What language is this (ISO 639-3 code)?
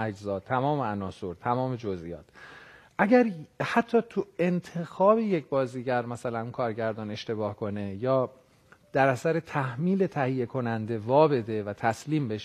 fas